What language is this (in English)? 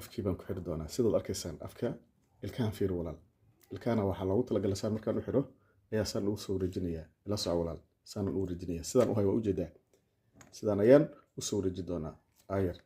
Somali